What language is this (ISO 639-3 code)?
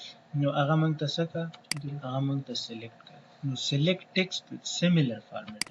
pus